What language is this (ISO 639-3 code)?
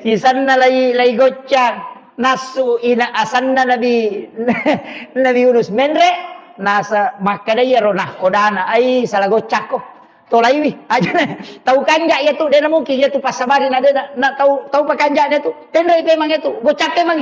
bug